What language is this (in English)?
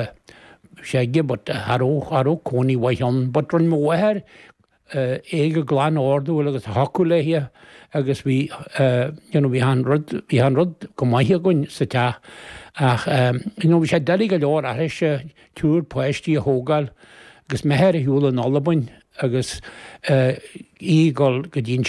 Irish